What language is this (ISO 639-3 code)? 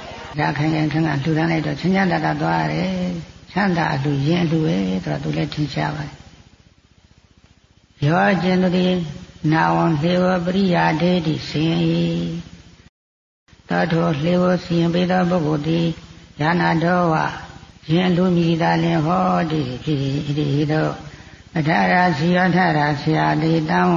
mya